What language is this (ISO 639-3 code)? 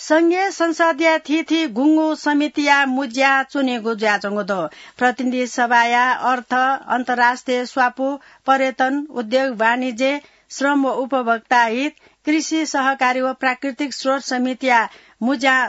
new